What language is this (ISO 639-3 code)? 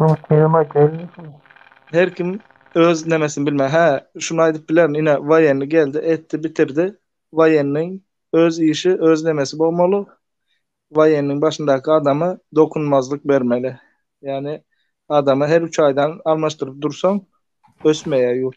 tuk